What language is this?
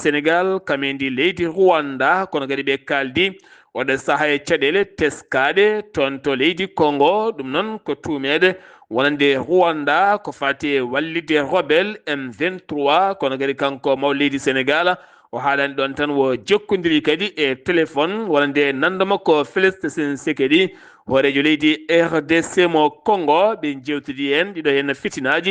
Fula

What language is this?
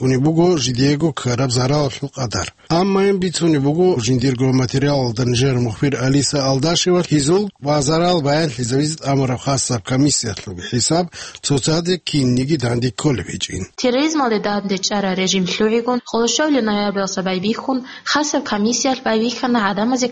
Avaric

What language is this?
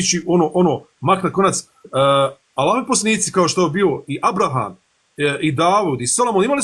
Bosnian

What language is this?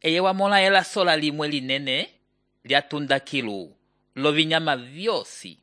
Umbundu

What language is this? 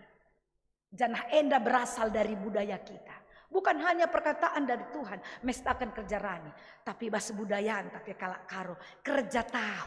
Batak Karo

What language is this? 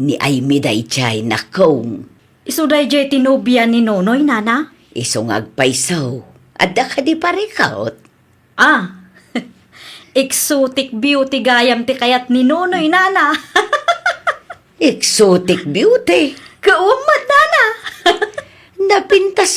Iloko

